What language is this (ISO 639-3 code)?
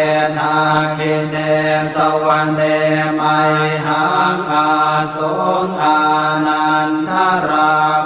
pli